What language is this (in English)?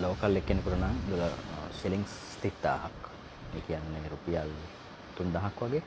Sinhala